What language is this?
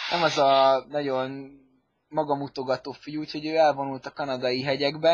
Hungarian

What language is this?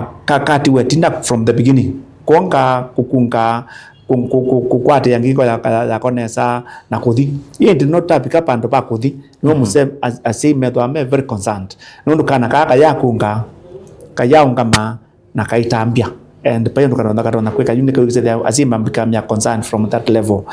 Kamba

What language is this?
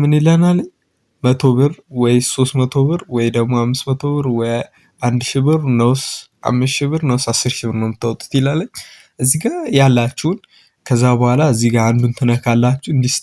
Amharic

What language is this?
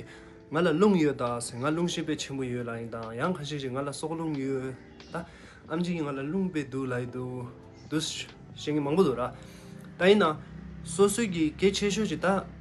Tibetan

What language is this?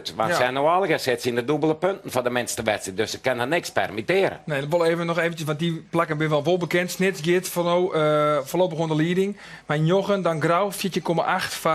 Western Frisian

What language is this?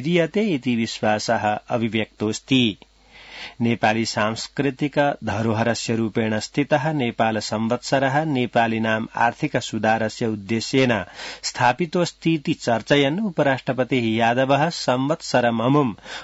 Sanskrit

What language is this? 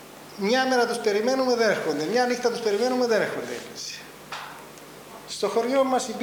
Greek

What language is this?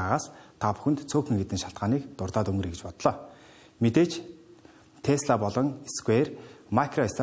Mongolian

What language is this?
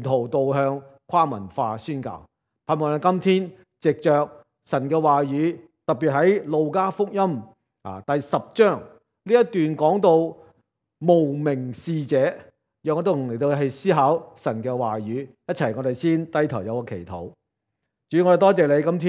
Cantonese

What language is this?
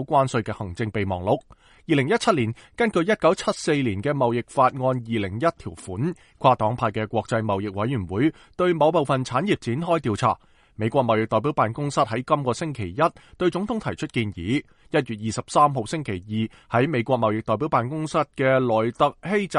Cantonese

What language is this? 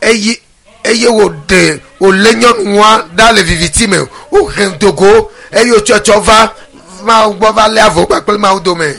Ewe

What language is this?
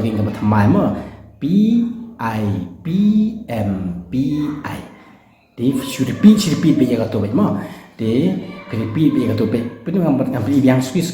Khasi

